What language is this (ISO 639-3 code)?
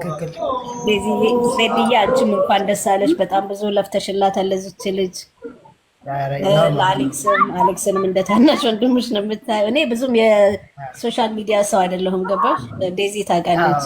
amh